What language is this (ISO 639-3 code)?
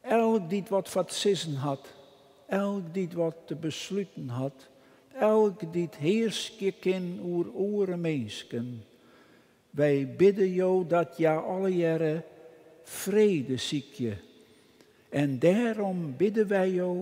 fry